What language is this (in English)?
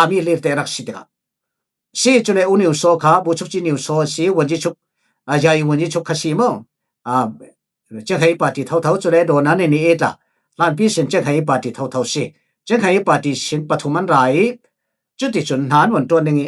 Falam Chin